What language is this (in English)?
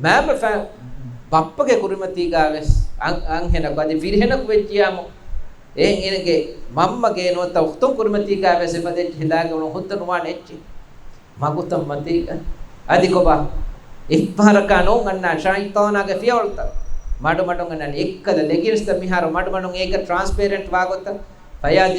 Divehi